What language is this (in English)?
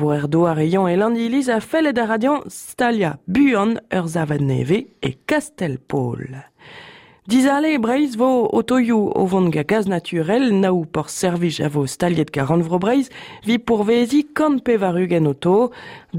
Breton